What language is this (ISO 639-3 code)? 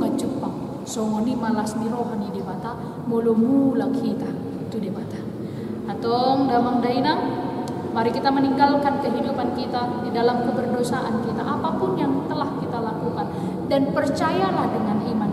bbc